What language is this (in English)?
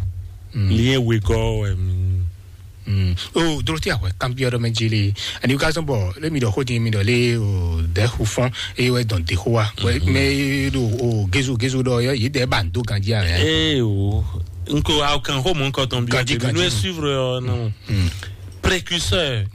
Fon